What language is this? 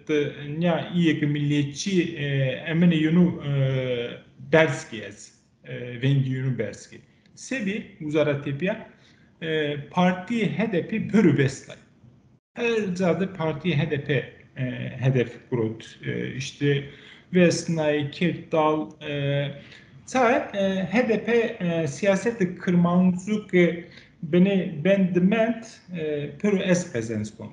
Zaza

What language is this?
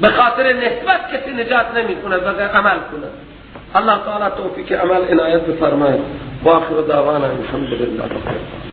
Persian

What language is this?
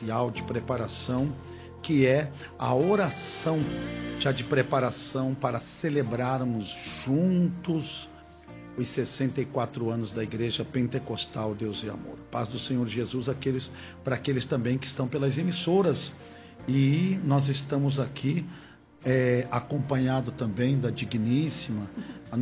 Portuguese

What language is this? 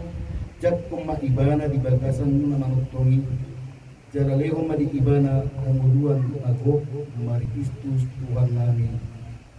Batak Toba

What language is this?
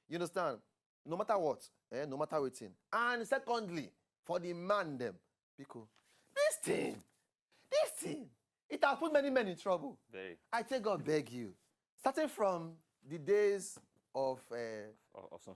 Nigerian Pidgin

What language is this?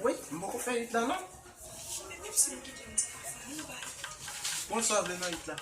Haitian Creole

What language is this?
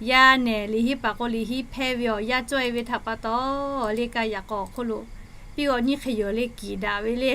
Lahu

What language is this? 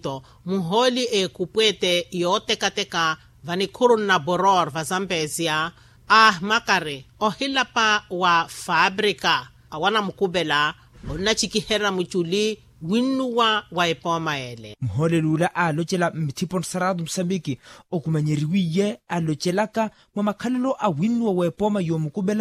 Makhuwa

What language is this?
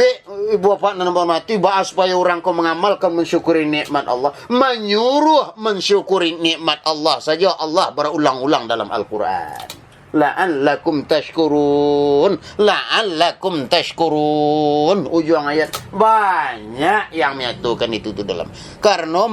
Minangkabau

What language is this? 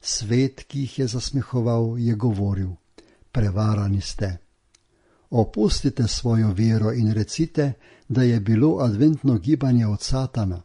Slovenian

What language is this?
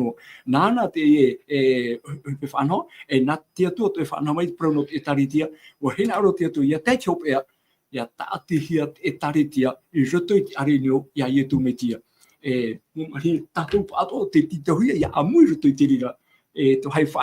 Tahitian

